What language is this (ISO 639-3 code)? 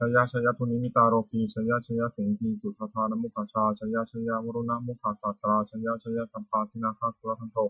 pli